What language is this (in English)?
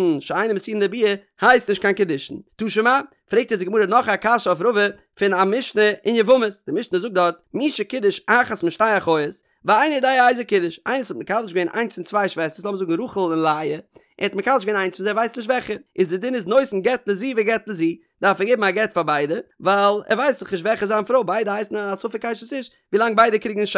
Yiddish